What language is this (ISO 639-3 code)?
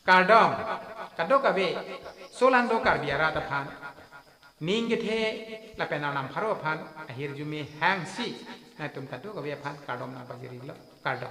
mjw